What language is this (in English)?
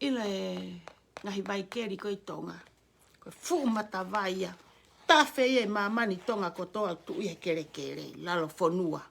Tongan